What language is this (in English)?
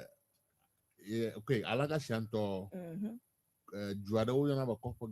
Ewe